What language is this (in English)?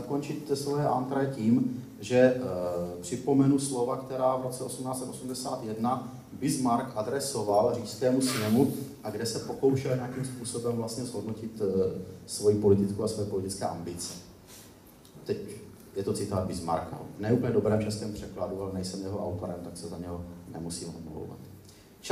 Czech